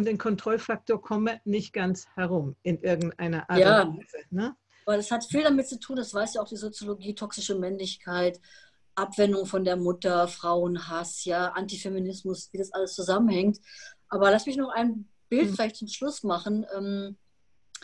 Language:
German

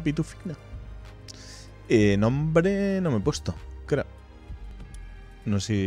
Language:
Spanish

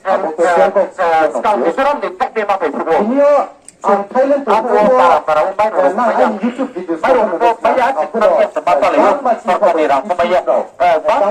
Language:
Riang (India)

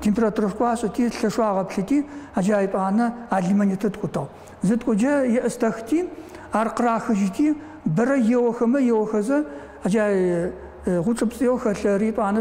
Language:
Adyghe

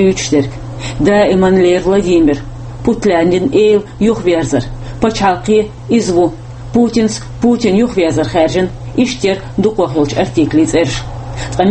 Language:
Chechen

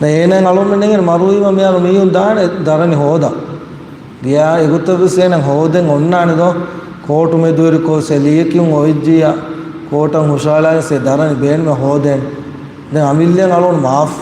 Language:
Divehi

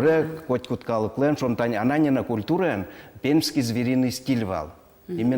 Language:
Udmurt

